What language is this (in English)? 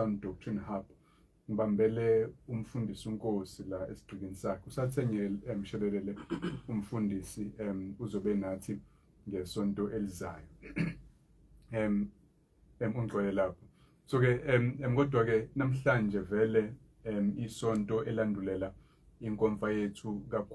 Zulu